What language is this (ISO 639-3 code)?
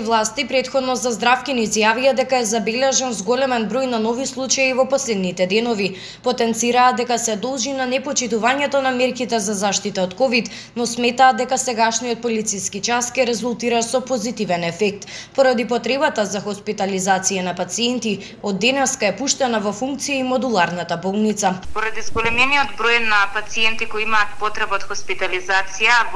mkd